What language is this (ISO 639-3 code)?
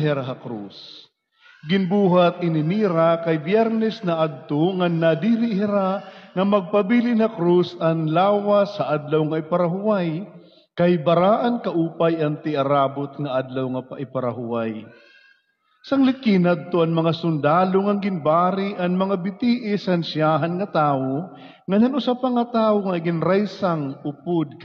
war